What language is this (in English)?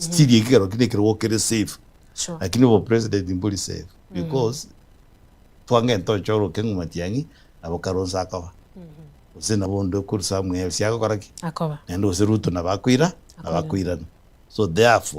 Gusii